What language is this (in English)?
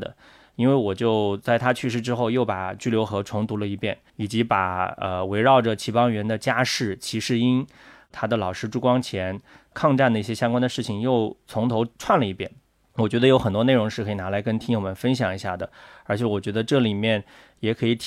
Chinese